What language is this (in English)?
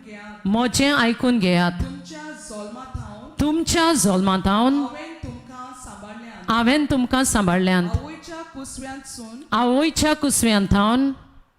Konkani